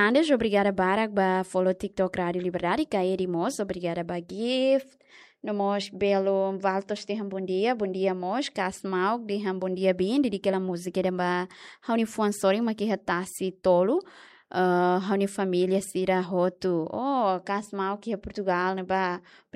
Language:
Tetum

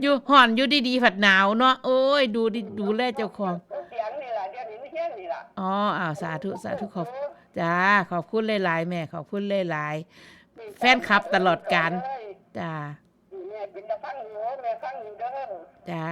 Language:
Northeastern Thai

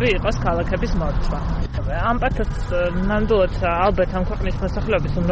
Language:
Georgian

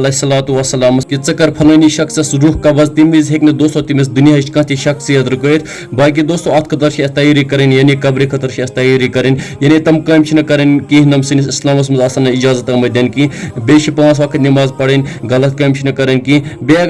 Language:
Kashmiri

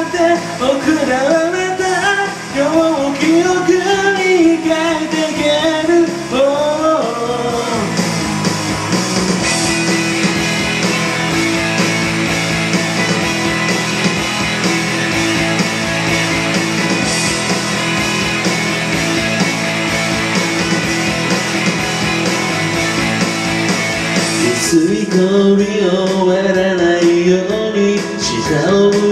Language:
Japanese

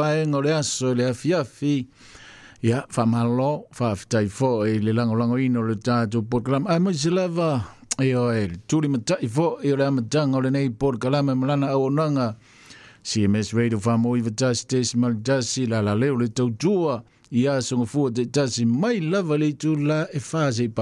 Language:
Samoan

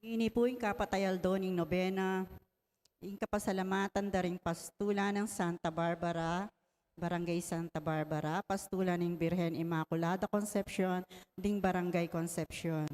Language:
Pampanga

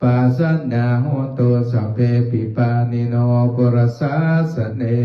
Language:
Pali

